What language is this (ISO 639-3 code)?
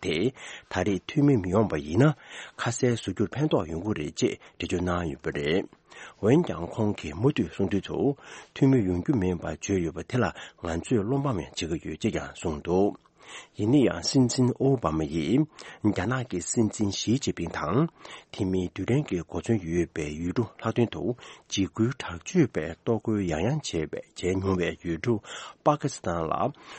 bod